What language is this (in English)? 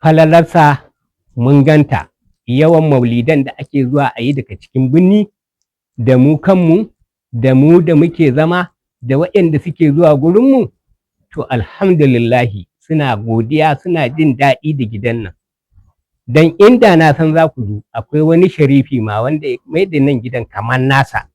Hausa